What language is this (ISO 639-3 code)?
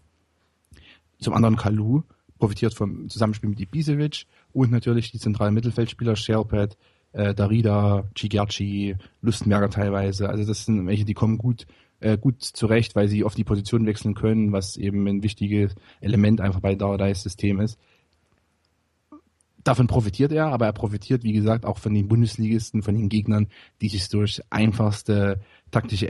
deu